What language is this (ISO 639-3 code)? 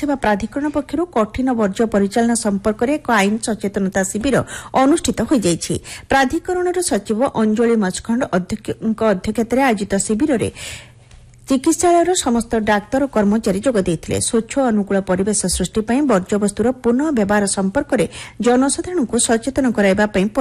ori